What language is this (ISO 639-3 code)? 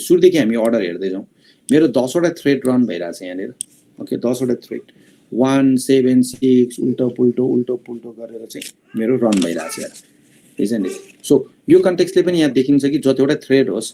nep